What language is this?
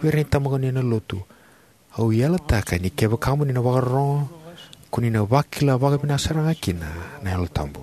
Fijian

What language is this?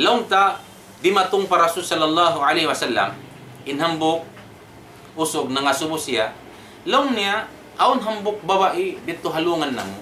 Tausug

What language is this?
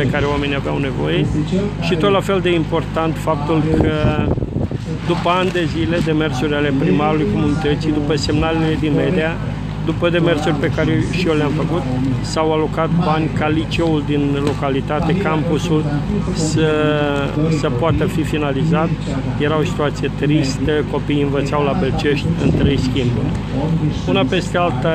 Romanian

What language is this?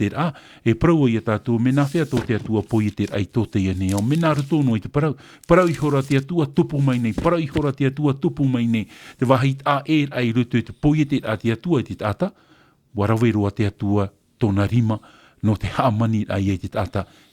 Tahitian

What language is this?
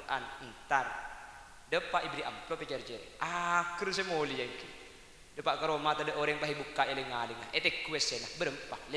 Madurese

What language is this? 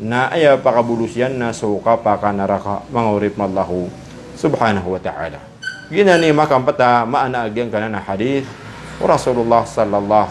Maranao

